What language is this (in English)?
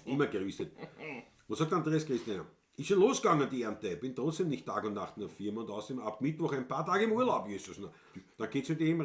Bavarian